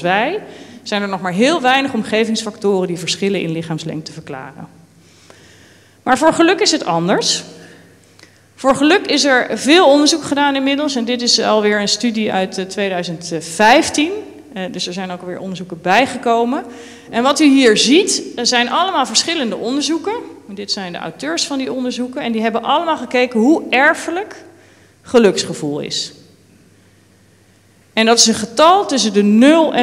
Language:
Dutch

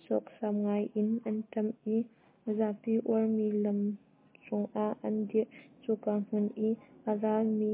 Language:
Hakha Chin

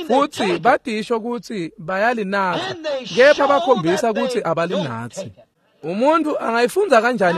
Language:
Swati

